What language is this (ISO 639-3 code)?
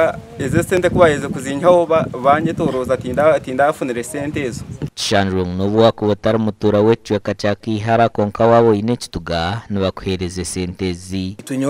nyn